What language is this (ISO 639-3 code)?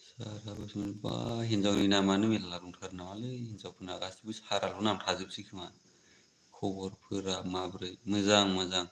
brx